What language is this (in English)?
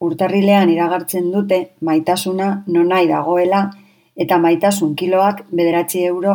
Basque